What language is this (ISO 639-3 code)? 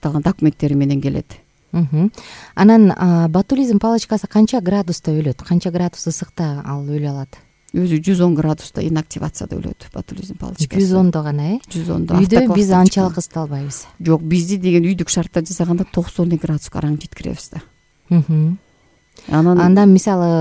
kir